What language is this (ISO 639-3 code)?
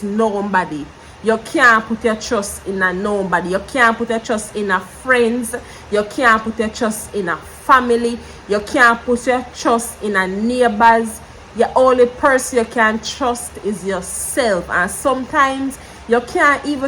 jam